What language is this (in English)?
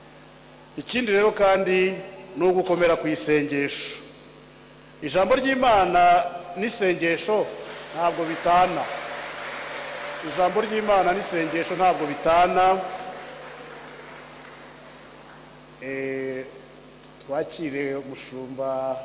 Kinyarwanda